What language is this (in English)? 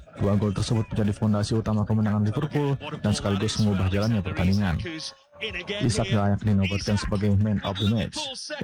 Indonesian